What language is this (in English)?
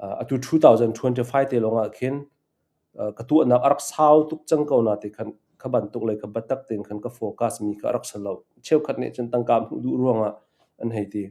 Hakha Chin